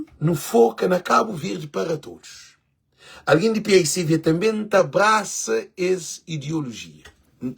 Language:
Kabuverdianu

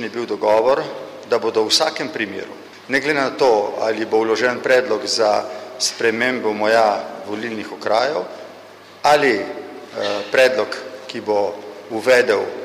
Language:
Slovenian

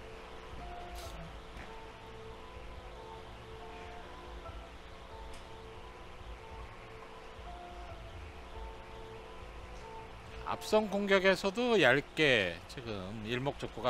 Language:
Korean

